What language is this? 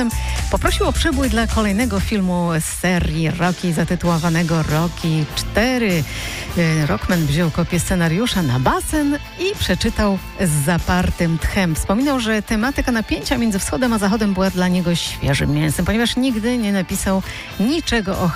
Polish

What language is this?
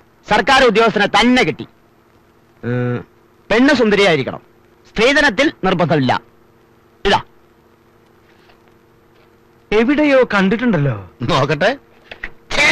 Malayalam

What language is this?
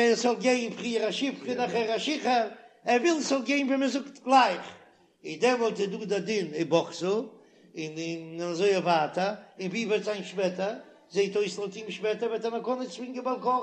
Yiddish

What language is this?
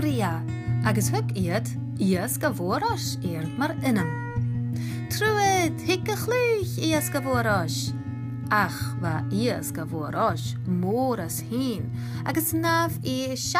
Scottish Gaelic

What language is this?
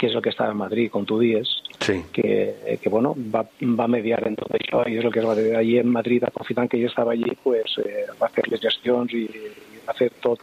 Catalan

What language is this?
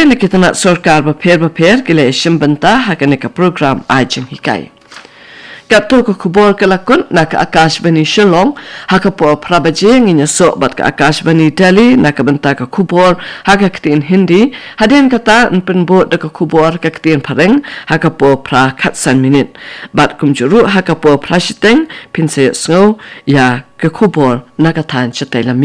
Khasi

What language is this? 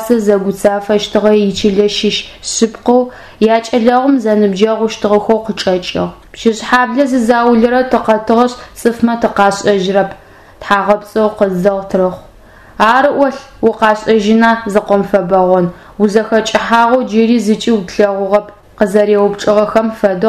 Adyghe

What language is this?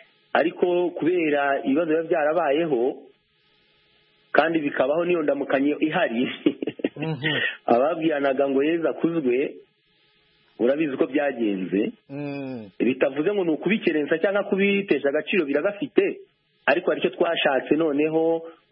Kinyarwanda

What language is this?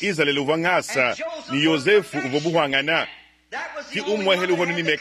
Luba-Lulua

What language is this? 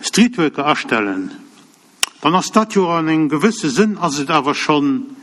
Luxembourgish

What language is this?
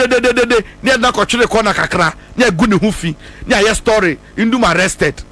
Akan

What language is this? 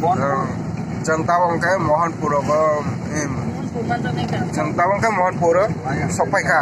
Kok Borok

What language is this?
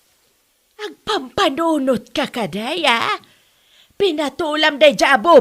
Iloko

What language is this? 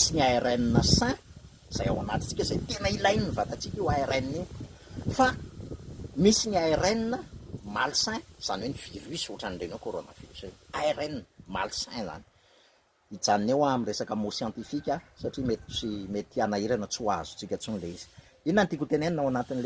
Malagasy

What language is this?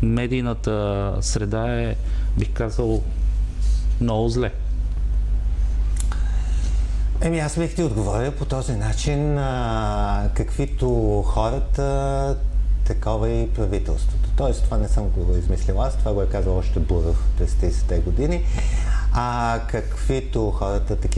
Bulgarian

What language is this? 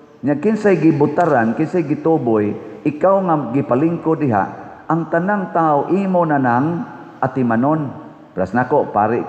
Cebuano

